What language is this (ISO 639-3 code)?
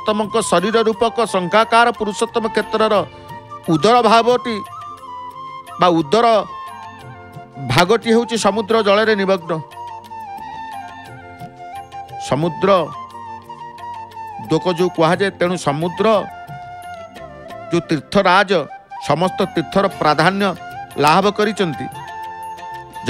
ori